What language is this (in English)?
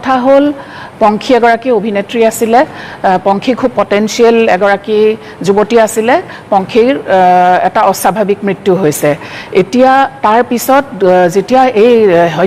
Assamese